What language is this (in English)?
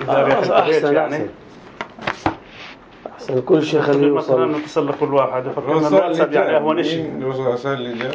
North Levantine Arabic